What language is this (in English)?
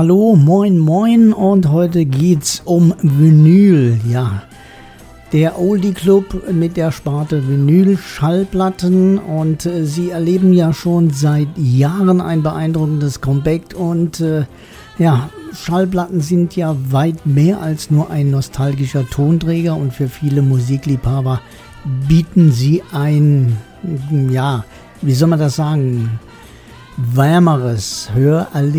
German